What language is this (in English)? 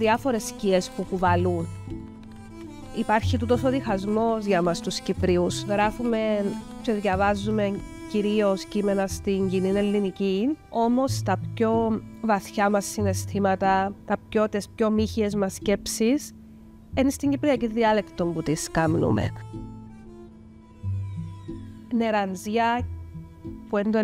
Greek